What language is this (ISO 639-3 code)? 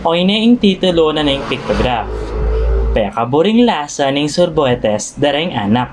pam